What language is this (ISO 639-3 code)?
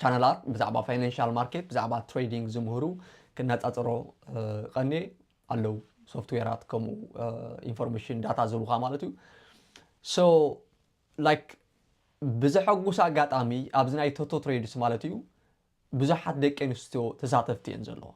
tir